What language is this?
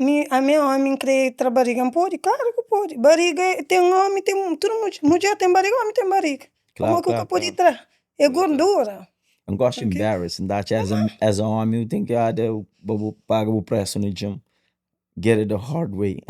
Kabuverdianu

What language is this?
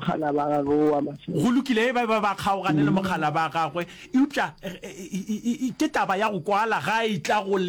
Northern Sotho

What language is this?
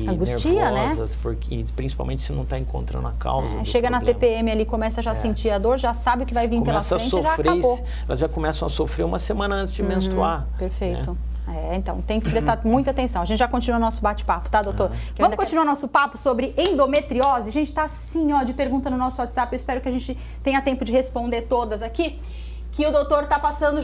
Portuguese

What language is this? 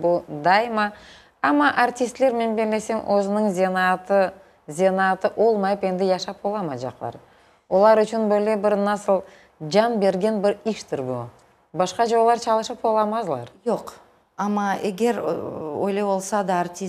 Crimean Tatar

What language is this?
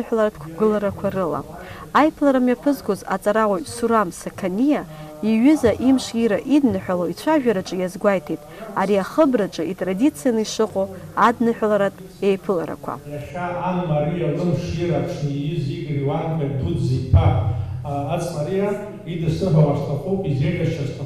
Abkhazian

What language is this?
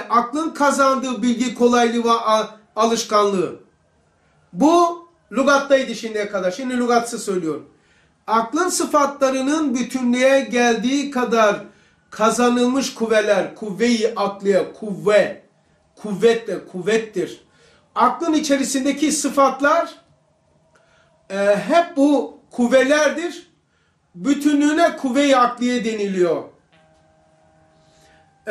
Turkish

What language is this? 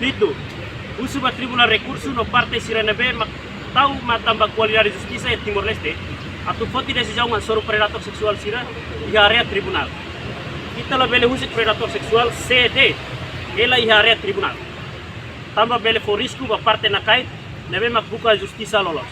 Tetum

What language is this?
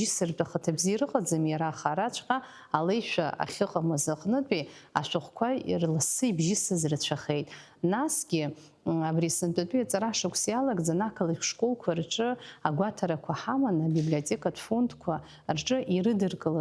Abkhazian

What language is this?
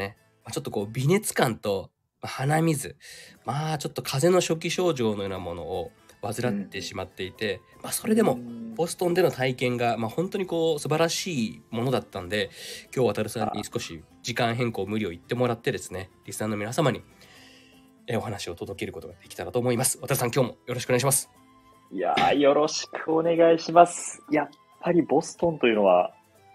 Japanese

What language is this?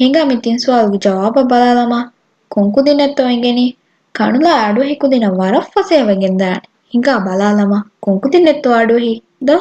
Divehi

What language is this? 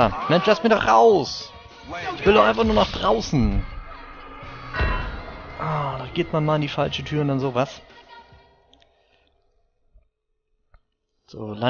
German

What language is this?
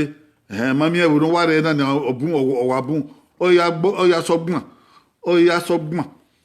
Bini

